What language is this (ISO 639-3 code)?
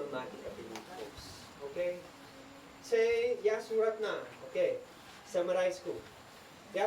isd